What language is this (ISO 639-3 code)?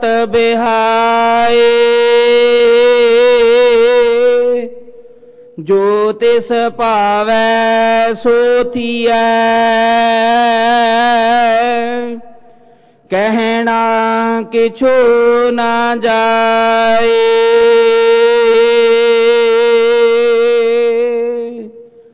pan